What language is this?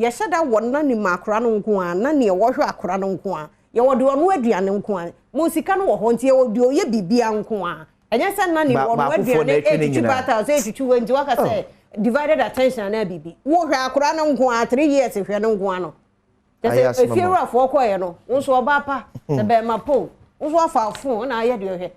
Akan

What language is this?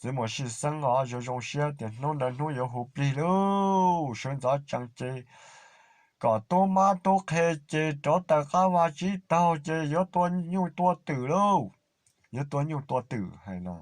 Hmong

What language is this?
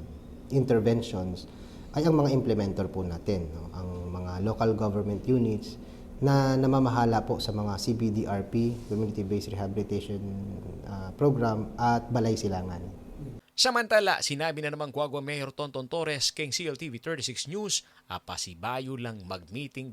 Pampanga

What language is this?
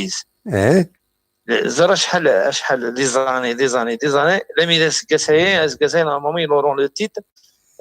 Kabyle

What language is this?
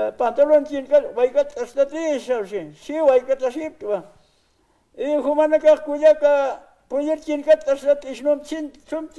Aymara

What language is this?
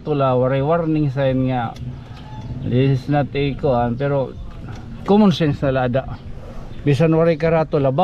Waray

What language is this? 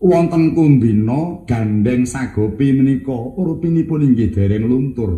Javanese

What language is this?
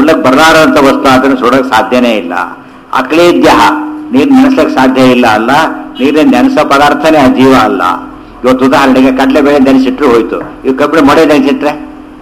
Kannada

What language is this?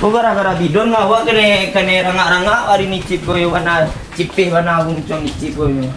Minangkabau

